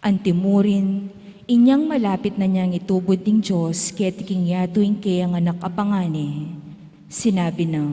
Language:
Pampanga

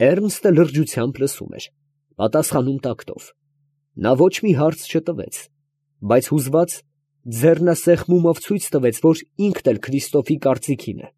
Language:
Armenian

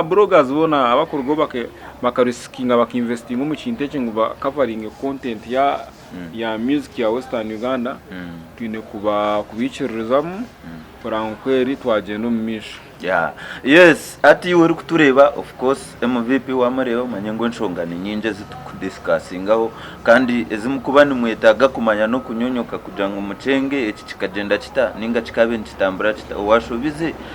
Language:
Nyankole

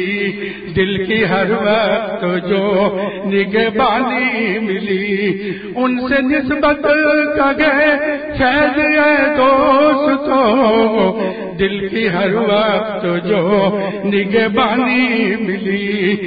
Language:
Urdu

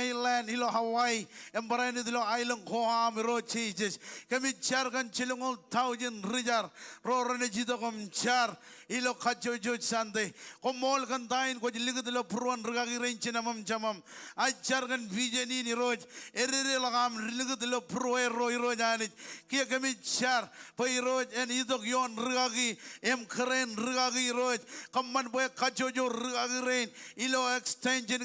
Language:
Marshallese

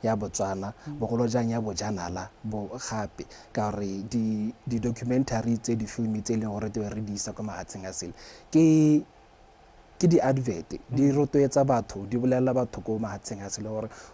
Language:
Tswana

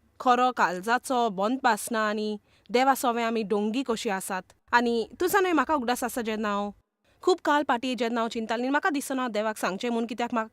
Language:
Konkani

